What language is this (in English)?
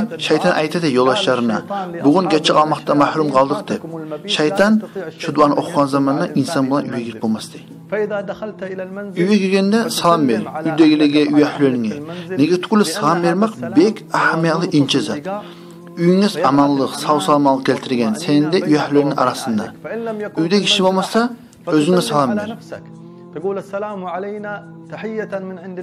Kumyk